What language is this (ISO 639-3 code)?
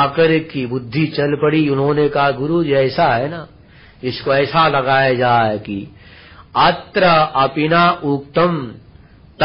hin